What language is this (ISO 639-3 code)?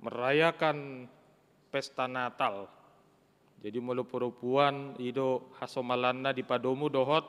bbc